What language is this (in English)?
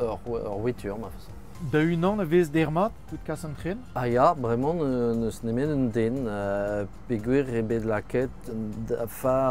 Breton